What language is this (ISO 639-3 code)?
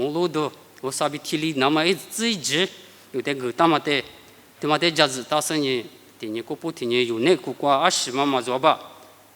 lis